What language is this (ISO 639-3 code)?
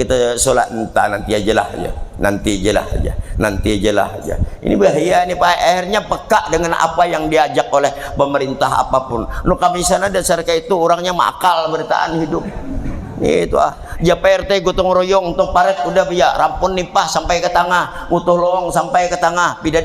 bjn